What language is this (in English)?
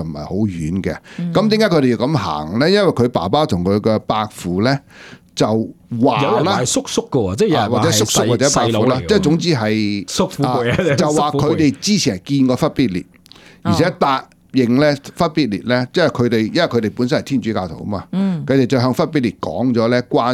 Cantonese